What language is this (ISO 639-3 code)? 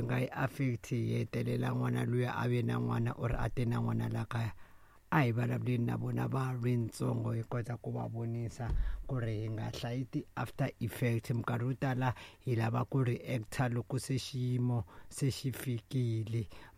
tso